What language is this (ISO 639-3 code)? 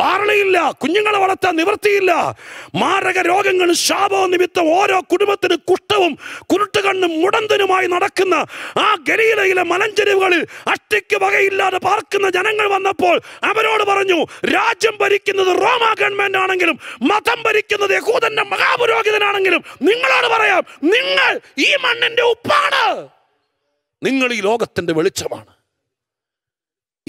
mal